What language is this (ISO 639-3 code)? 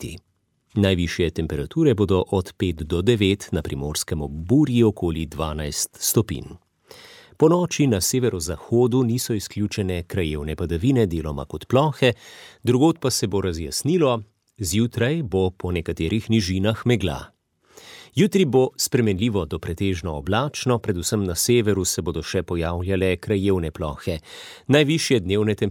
slv